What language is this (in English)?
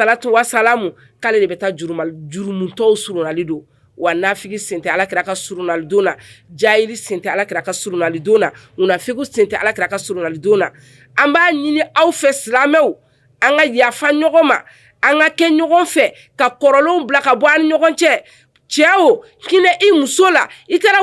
Bambara